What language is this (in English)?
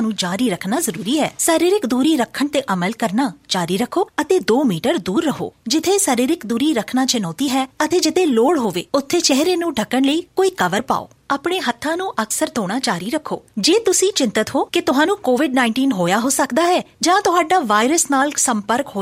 Punjabi